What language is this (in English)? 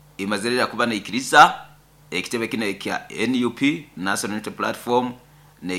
Nyoro